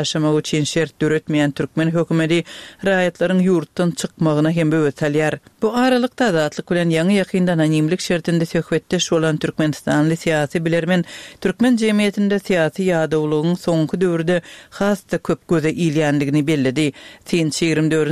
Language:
Turkmen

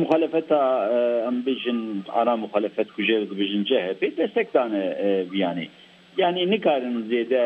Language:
Kurdish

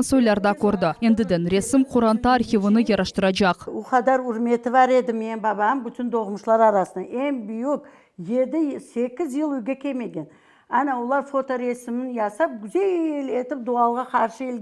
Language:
Crimean Tatar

